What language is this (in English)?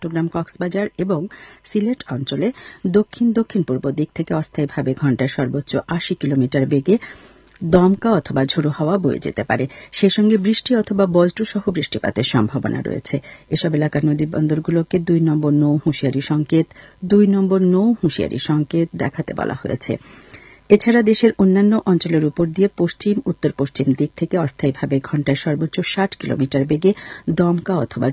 Bangla